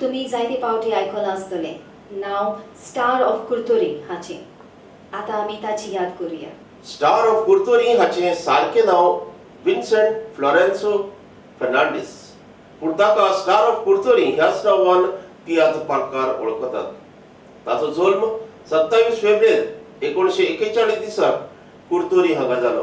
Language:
Konkani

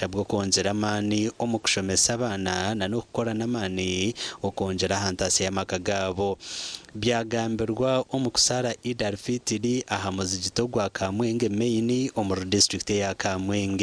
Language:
Nyankole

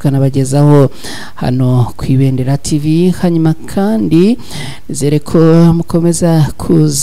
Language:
Kinyarwanda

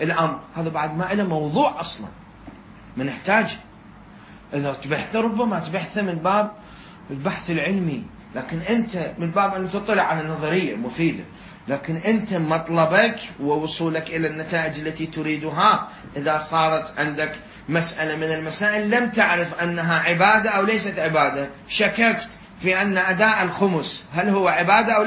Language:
Mesopotamian Arabic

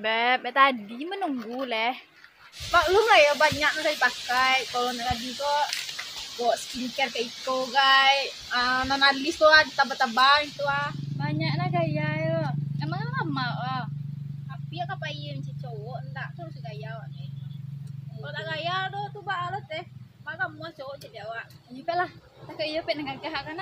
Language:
Minangkabau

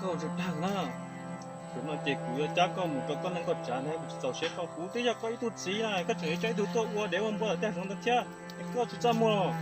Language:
Hmong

